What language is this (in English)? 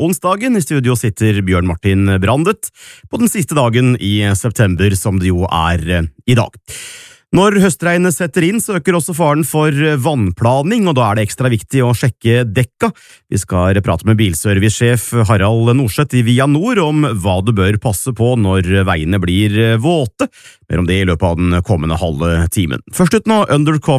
Norwegian